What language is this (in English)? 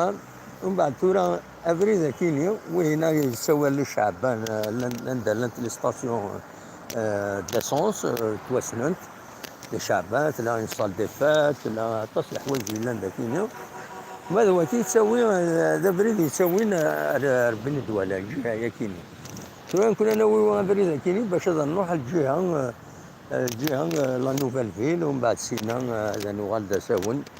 Kabyle